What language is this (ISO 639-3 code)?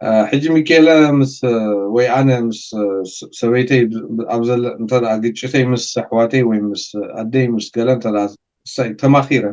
tir